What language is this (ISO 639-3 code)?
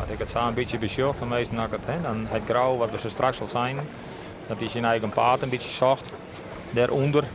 fry